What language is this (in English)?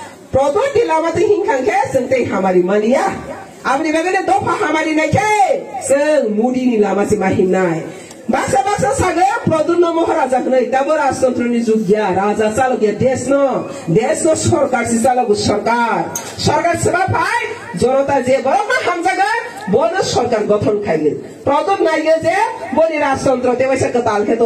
Riang (India)